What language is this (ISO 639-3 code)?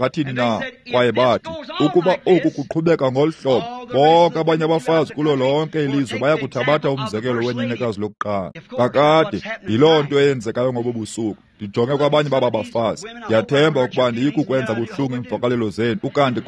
xho